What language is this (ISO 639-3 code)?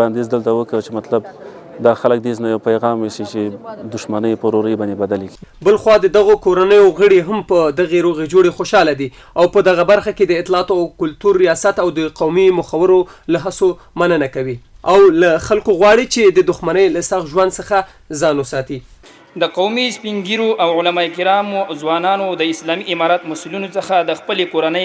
pus